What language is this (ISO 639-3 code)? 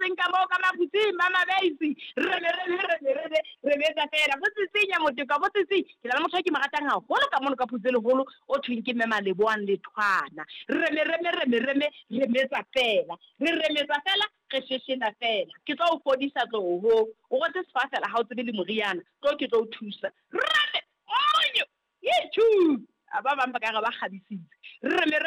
sot